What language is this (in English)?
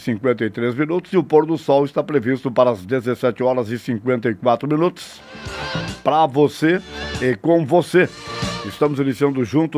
Portuguese